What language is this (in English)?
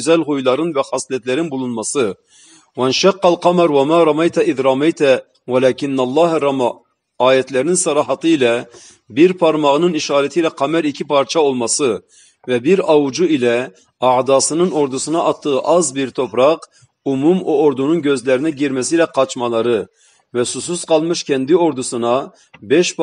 Turkish